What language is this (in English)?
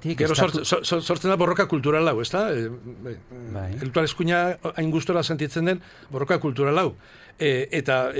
Basque